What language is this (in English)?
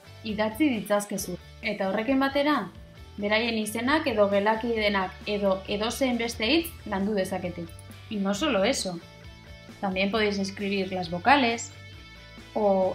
Basque